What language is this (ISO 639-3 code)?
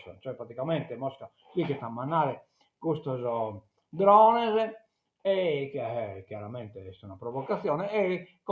srd